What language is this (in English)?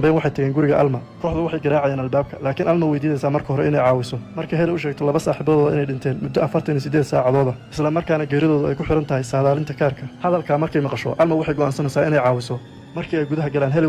Somali